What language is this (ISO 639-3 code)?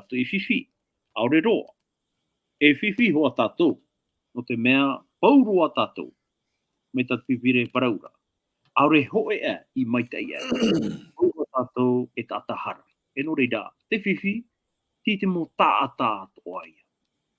tah